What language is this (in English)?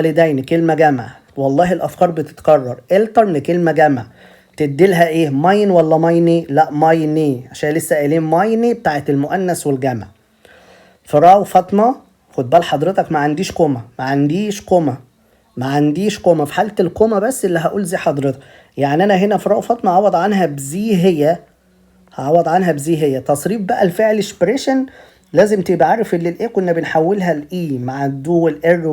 Egyptian Arabic